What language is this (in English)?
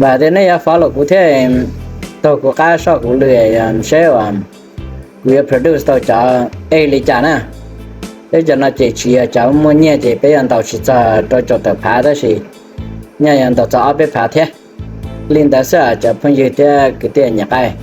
Hmong